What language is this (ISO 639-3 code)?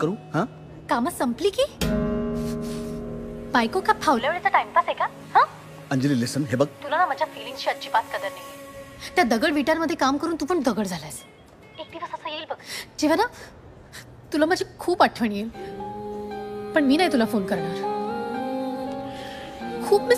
mar